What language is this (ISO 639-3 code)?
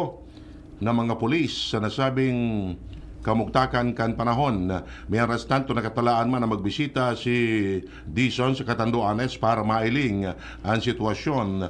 bik